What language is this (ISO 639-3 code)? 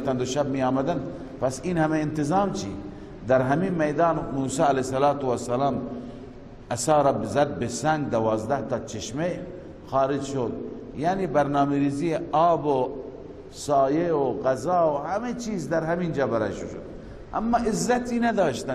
fas